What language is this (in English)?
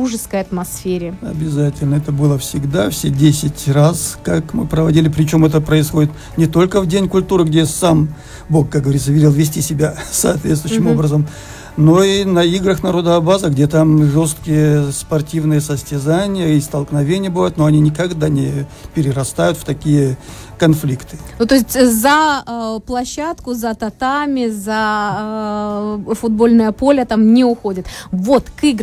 Russian